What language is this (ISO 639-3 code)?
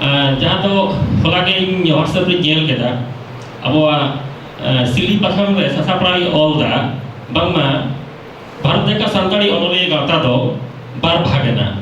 sat